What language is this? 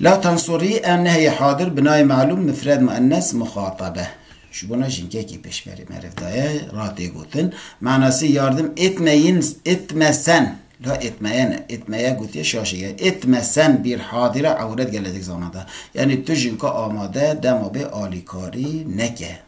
Kurdish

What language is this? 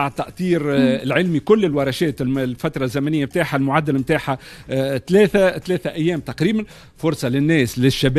Tunisian Arabic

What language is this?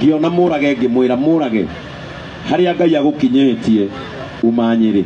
Kikuyu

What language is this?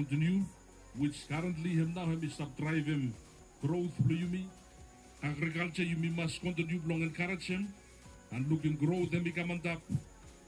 Bislama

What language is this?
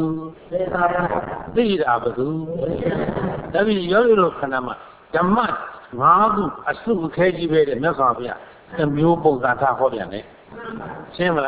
Burmese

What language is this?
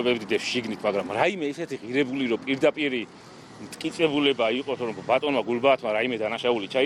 Georgian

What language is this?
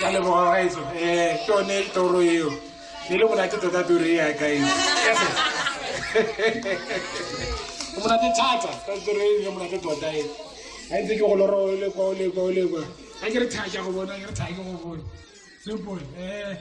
Tswana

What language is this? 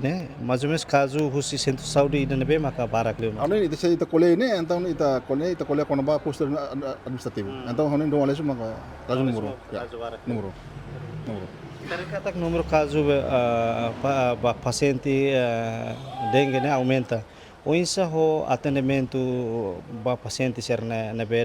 Tetum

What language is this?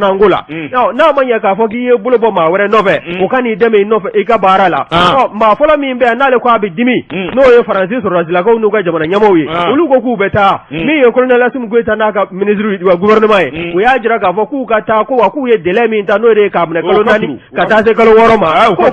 Bambara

